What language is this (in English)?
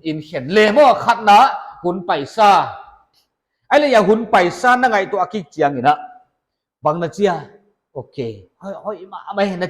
Paite Chin